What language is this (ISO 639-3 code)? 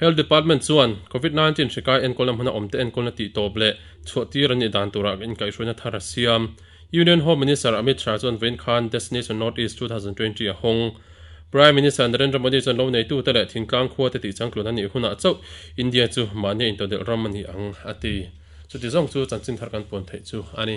lus